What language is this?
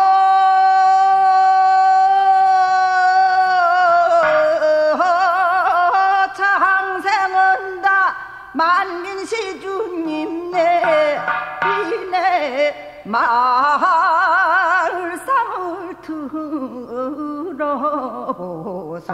Korean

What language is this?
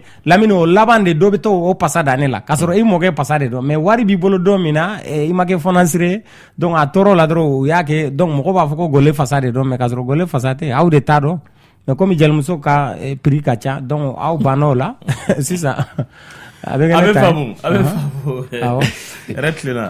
Bambara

